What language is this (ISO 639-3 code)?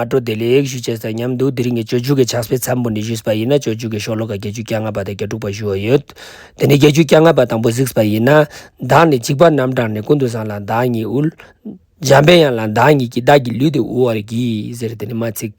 lbj